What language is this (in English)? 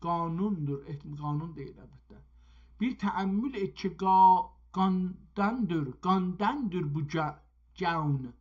South Azerbaijani